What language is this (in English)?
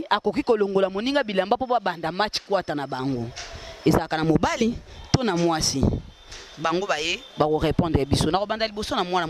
Lingala